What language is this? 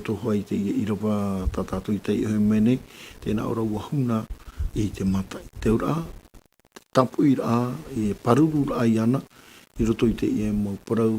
Tahitian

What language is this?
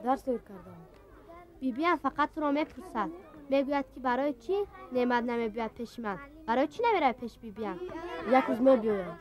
Tajik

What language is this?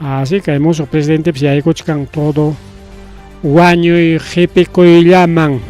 Ayacucho Quechua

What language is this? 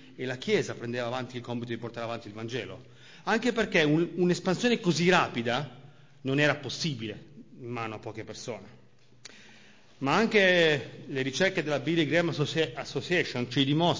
Italian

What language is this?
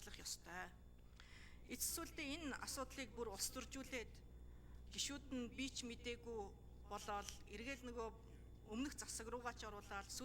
Mongolian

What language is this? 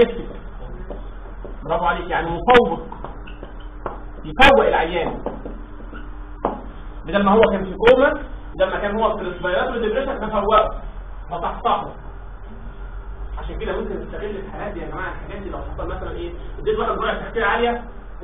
Egyptian Arabic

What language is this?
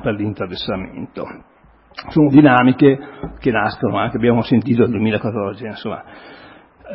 Italian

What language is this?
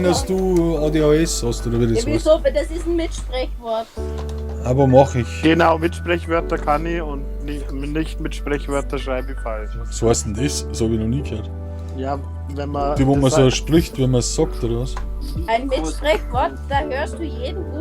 Bavarian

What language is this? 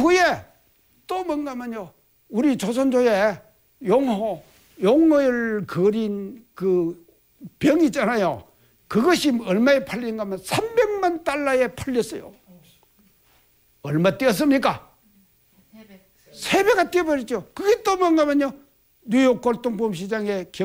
Korean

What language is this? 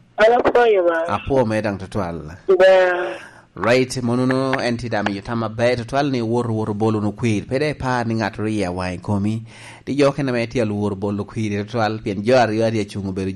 Lango (Uganda)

